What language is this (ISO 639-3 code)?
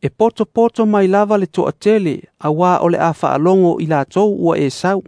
smo